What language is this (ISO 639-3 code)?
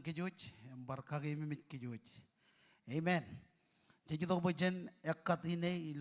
mah